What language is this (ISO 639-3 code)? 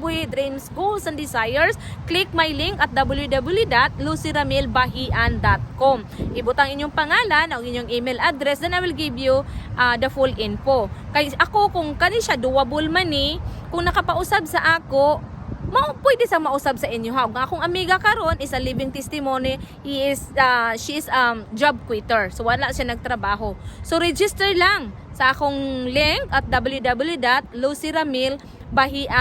ceb